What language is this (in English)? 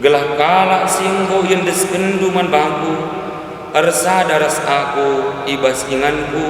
Batak Karo